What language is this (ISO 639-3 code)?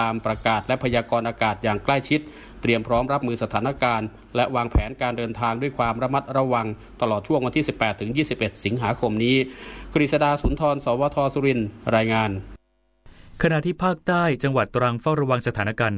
tha